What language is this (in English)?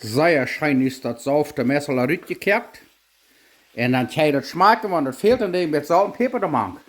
Plautdietsch